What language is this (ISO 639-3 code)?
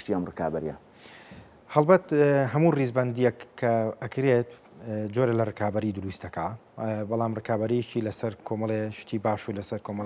ckb